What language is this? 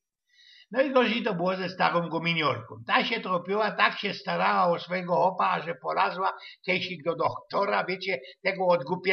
Silesian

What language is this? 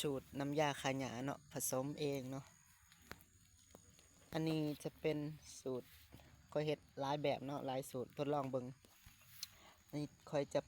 Lao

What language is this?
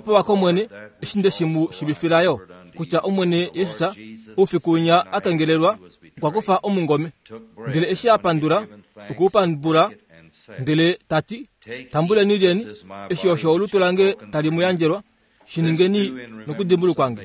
Kuanyama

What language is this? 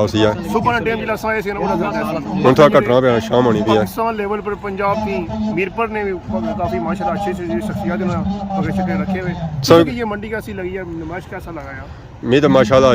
Pahari-Potwari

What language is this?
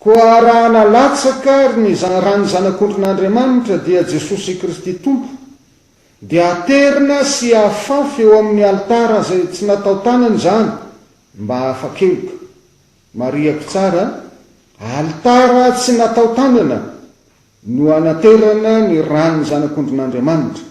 Malagasy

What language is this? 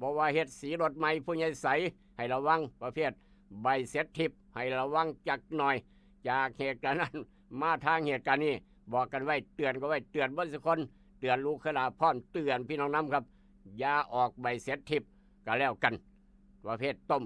Northeastern Thai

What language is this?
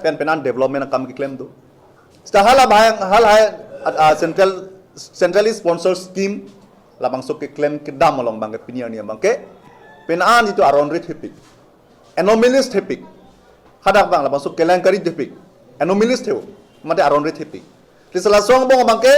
Karbi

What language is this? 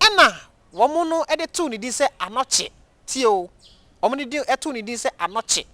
Akan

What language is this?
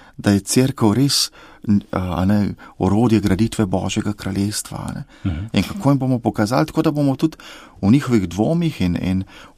Slovenian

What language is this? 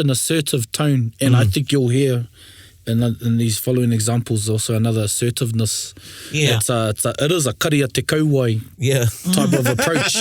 Māori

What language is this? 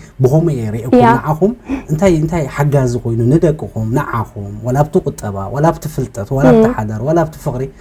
Tigrinya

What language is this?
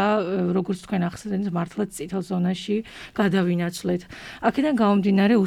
Georgian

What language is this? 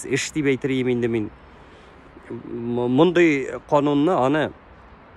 Tatar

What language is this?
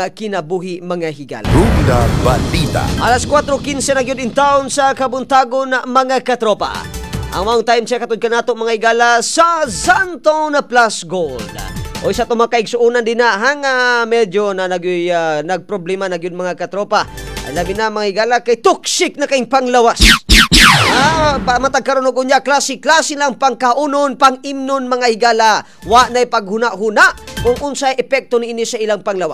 Cebuano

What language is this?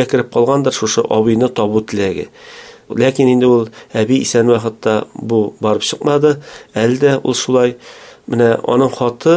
Tatar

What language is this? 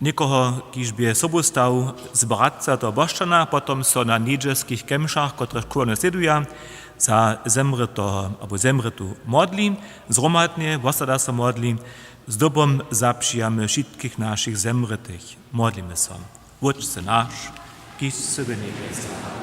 Upper Sorbian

